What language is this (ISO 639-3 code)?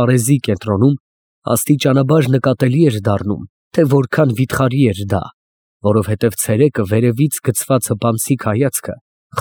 hye